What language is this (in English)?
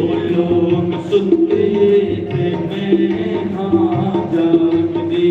Dogri